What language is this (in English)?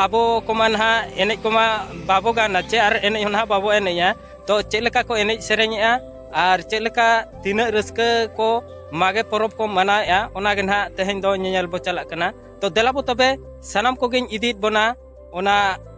Santali